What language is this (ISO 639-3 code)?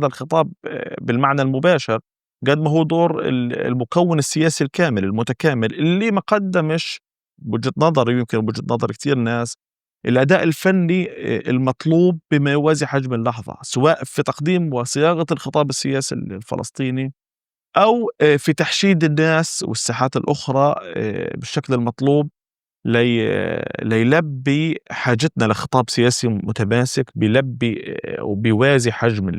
apc